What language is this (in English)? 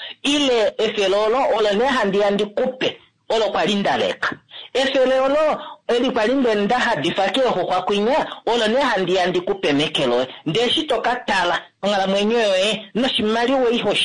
Kuanyama